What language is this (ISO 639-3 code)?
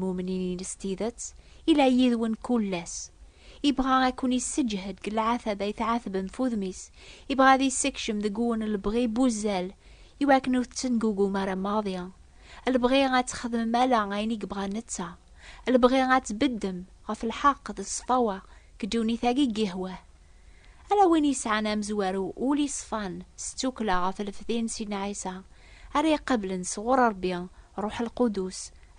kab